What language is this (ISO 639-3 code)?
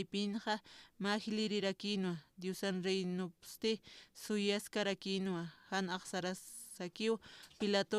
aym